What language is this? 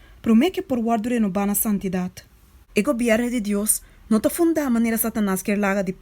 Papiamento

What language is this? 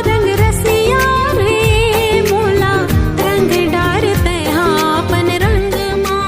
Chhattisgarhi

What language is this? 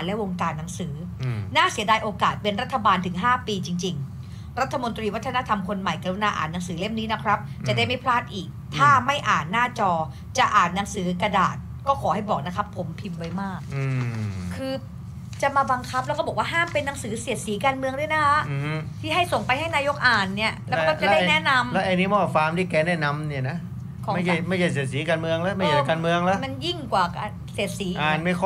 Thai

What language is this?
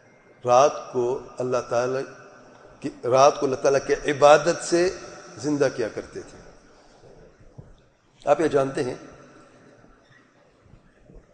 Urdu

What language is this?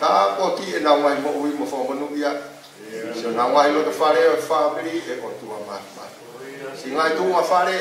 Tongan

